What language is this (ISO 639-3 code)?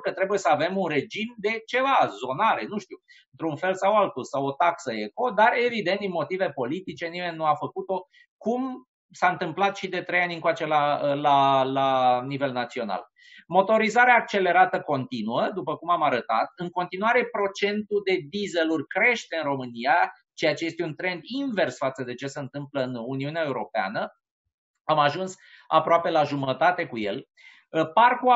ron